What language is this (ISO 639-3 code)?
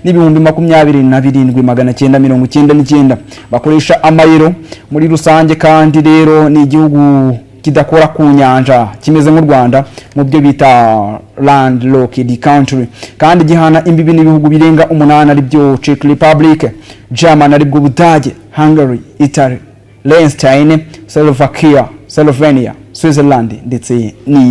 kin